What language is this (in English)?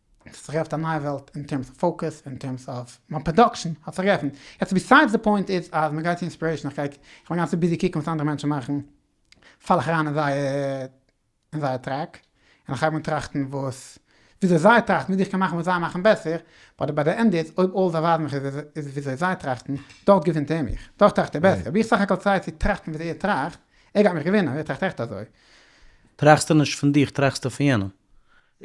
Yiddish